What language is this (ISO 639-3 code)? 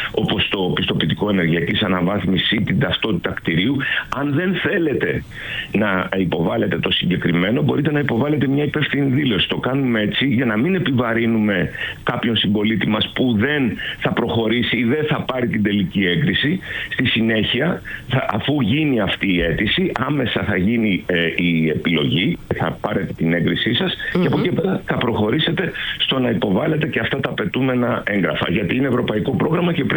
ell